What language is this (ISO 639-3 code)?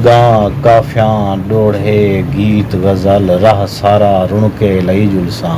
skr